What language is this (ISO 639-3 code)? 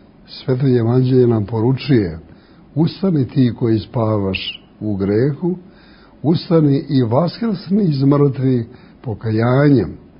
srp